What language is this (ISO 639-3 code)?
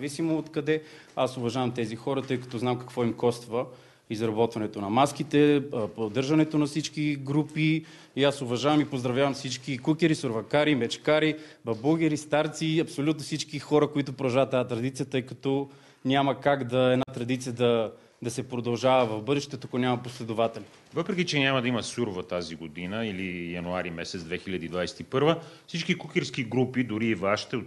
bul